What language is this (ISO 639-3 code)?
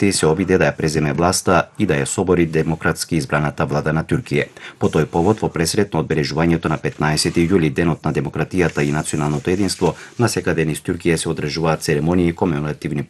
mkd